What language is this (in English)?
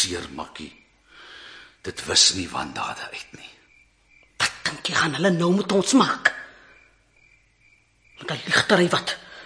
Afrikaans